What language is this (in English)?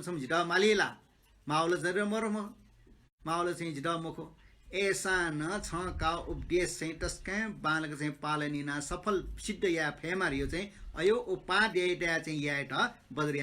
Newari